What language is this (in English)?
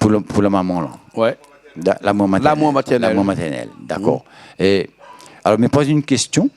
Réunion Creole French